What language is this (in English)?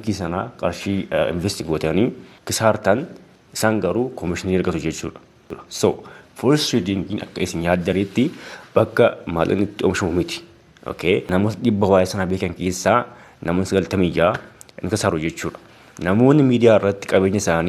Oromo